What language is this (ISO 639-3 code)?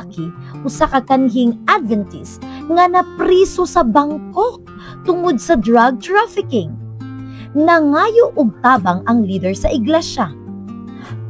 ceb